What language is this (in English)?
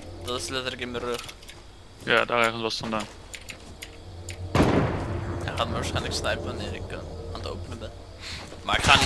Dutch